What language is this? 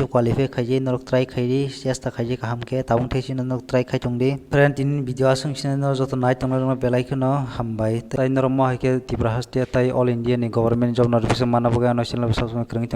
Kok Borok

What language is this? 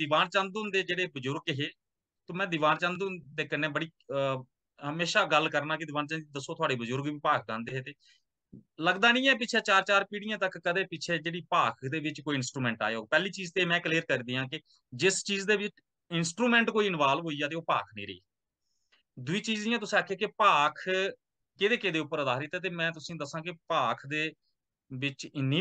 Dogri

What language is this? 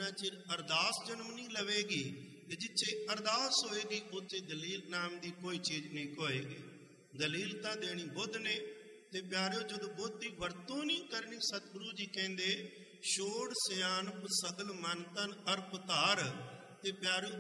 Punjabi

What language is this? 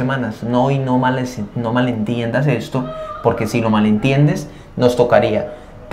Spanish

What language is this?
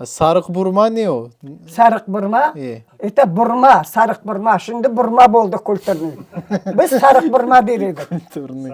Crimean Tatar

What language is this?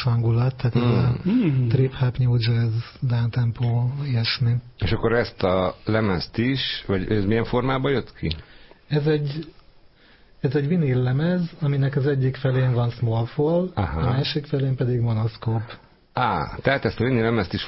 Hungarian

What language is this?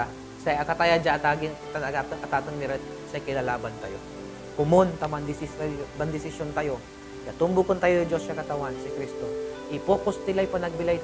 Pangasinan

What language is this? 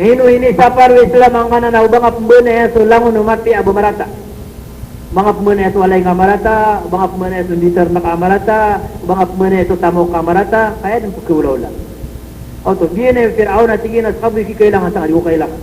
Maranao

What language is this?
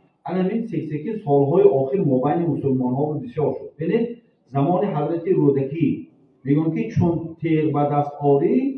Tajik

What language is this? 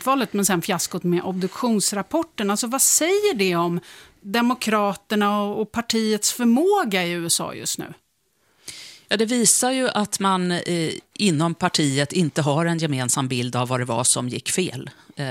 Swedish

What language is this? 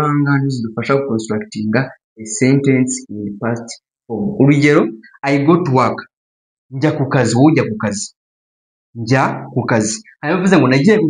Kinyarwanda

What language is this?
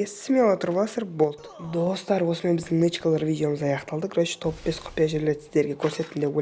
Kazakh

